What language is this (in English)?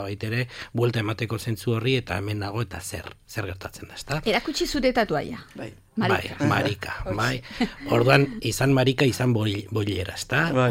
Basque